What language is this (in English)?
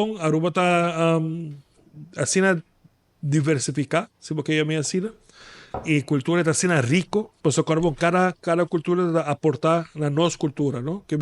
Papiamento